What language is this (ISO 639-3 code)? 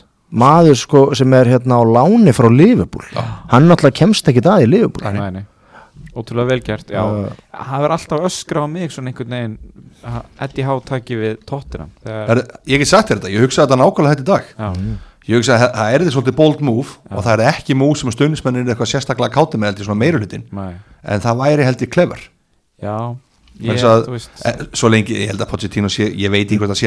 isl